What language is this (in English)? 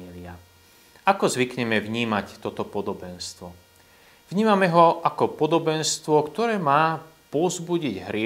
Slovak